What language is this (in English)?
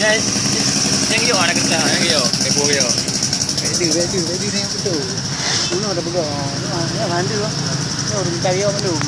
Achinese